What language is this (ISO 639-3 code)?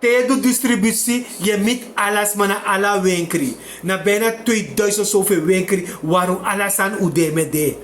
srn